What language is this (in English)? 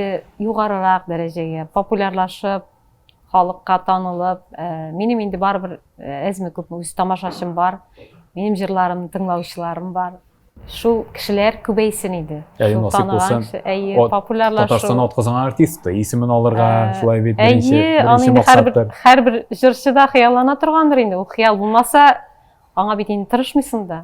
Tatar